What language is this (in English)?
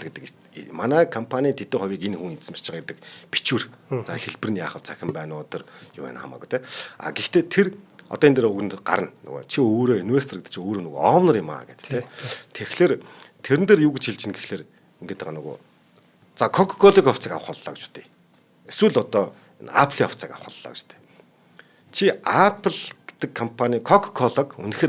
Mongolian